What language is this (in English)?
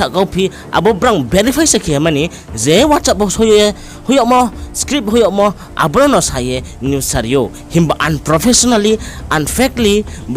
Riang (India)